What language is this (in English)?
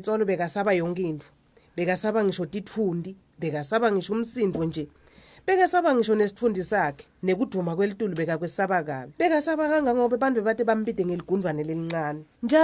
Swati